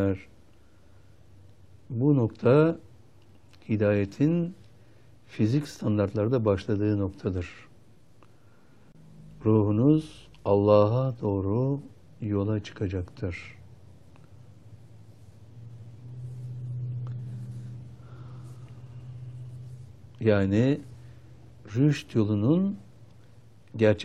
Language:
Turkish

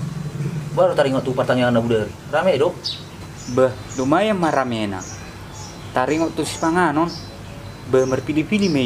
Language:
Batak Toba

